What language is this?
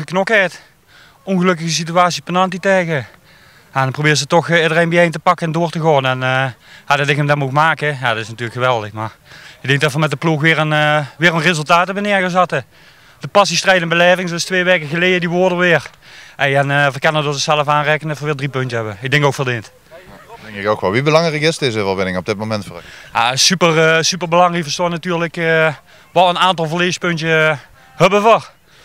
Limburgish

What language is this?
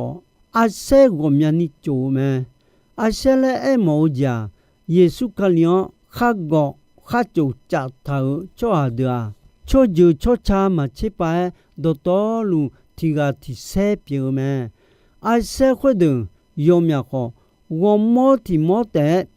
Akha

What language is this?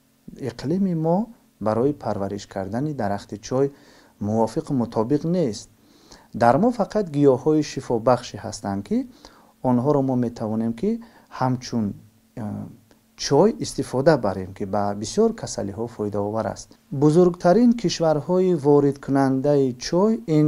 Tajik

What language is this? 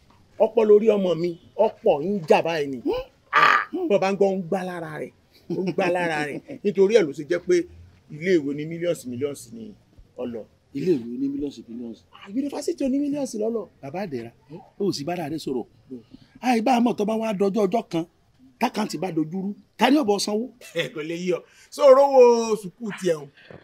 Yoruba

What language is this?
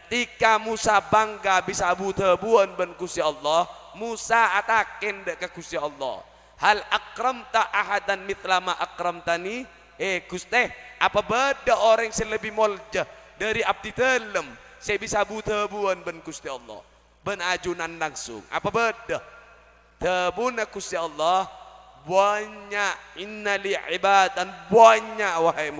Madurese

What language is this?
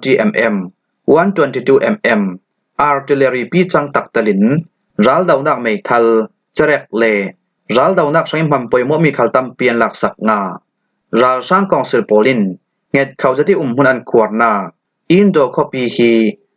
Falam Chin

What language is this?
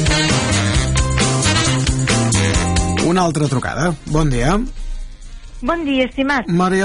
Catalan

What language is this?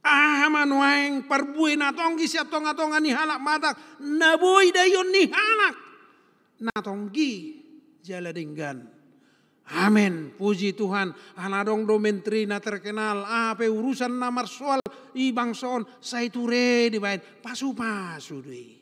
Batak Toba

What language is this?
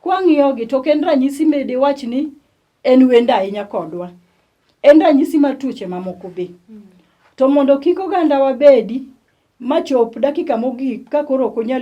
Luo (Kenya and Tanzania)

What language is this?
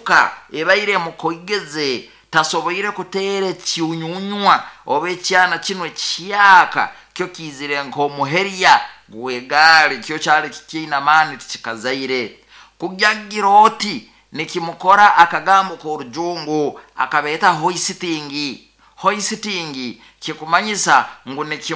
Nyoro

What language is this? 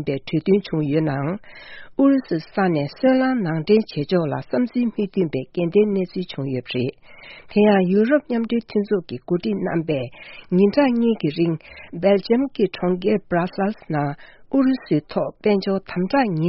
Tibetan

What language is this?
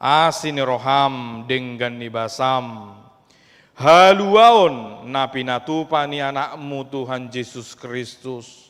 Batak Toba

